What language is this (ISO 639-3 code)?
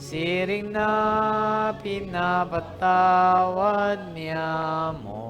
bik